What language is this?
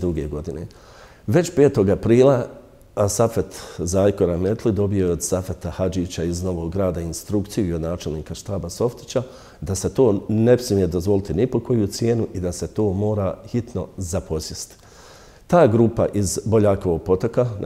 Bosnian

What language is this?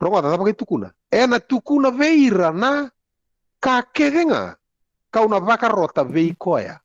Fijian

